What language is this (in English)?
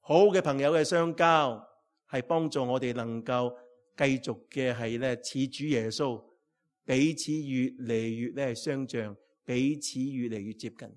Cantonese